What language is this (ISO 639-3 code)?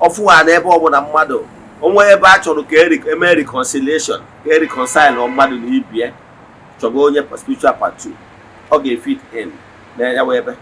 ibo